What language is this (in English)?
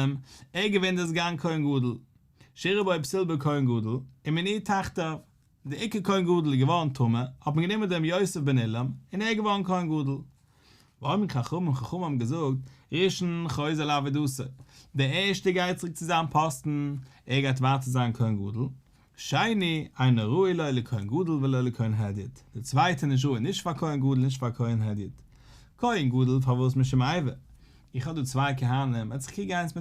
Yiddish